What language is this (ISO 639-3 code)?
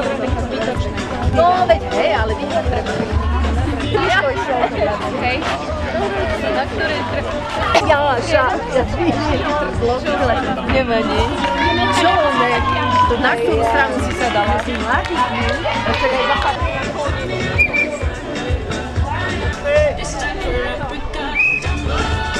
slk